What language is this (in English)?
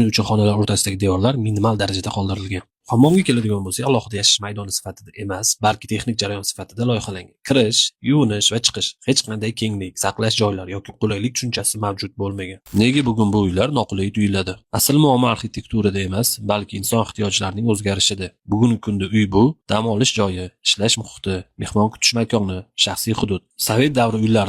Uzbek